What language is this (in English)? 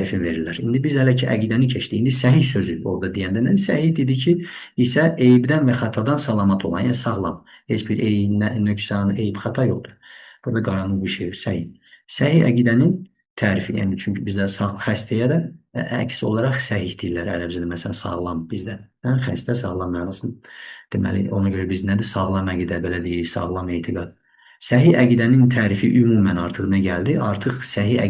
Azerbaijani